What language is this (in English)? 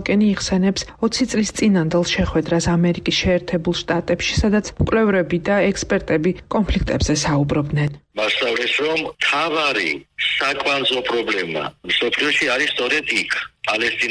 Georgian